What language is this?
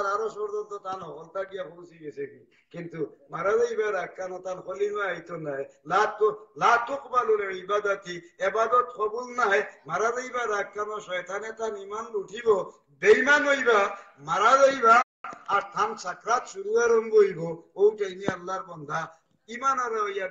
Sylheti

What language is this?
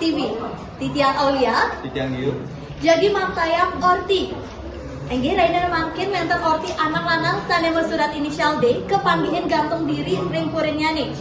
Balinese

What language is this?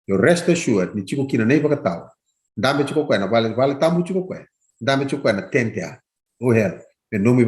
Fijian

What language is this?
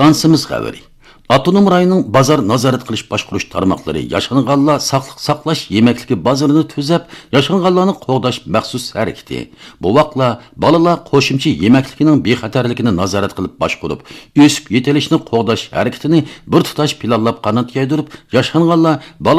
Uyghur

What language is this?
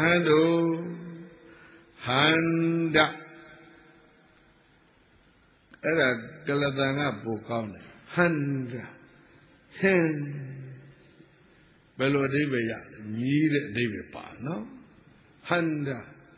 Burmese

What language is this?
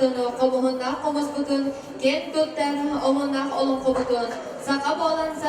Yakut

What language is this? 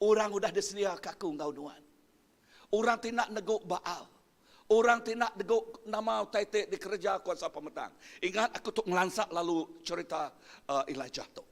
Iban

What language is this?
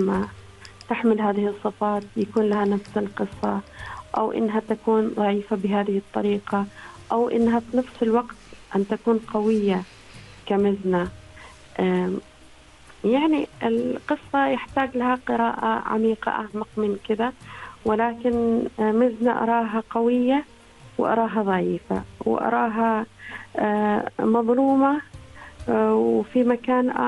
Arabic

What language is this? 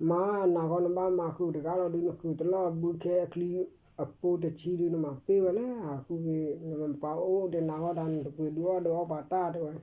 S'gaw Karen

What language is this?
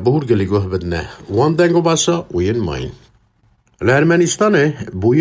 Kurdish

